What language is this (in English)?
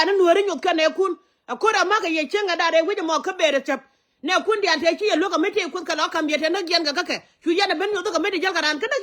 Nuer